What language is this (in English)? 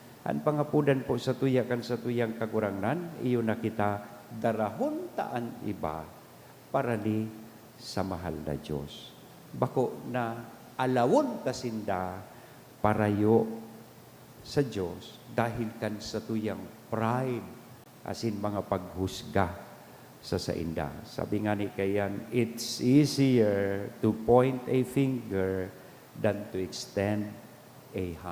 Bikol